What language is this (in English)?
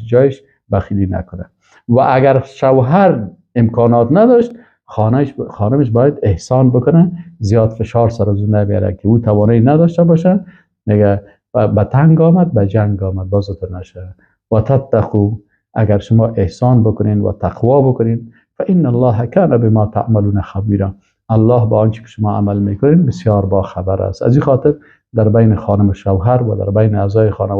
Persian